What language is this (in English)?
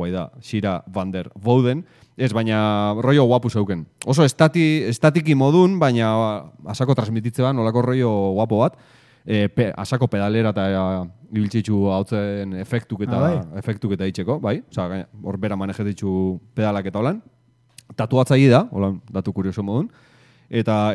Basque